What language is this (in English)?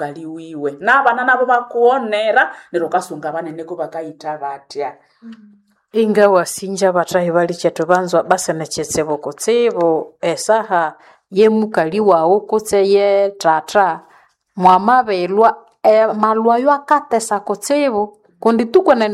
Nande